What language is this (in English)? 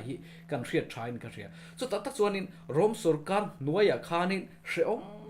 Mizo